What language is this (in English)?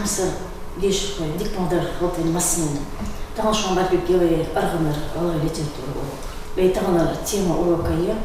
Ingush